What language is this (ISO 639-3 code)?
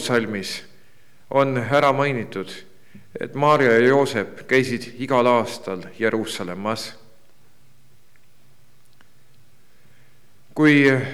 est